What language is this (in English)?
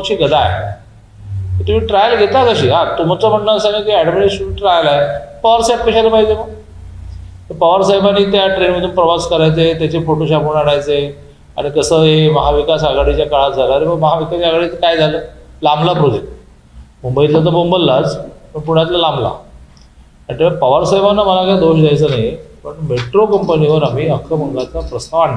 Marathi